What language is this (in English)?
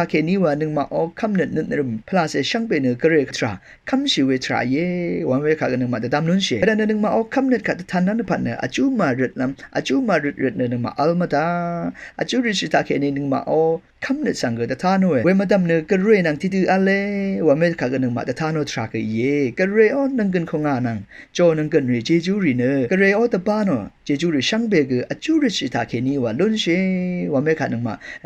Rawang